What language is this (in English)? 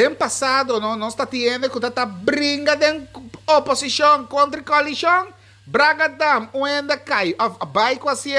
Papiamento